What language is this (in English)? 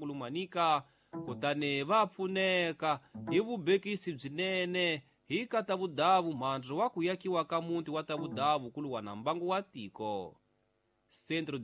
Tsonga